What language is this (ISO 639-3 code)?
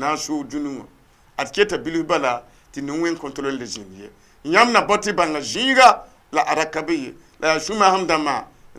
mos